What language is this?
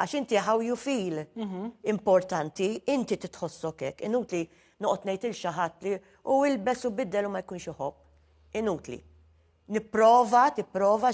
Maltese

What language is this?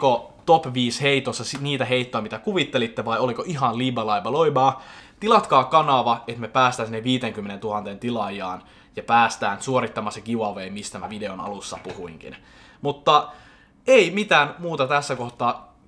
Finnish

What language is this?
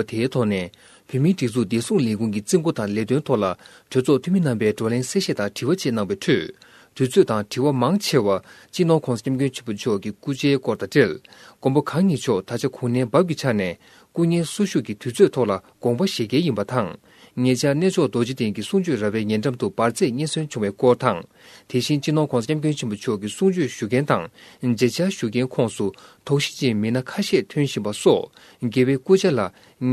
Tibetan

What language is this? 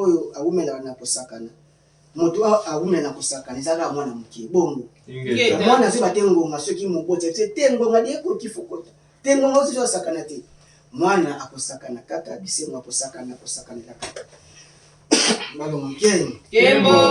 Lingala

